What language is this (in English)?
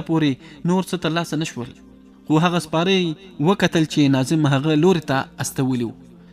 Pashto